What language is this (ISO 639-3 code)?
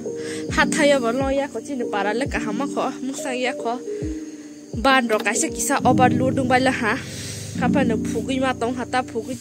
trp